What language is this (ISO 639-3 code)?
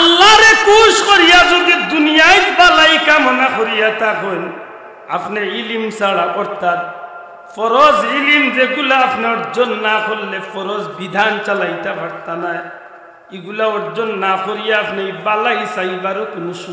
syl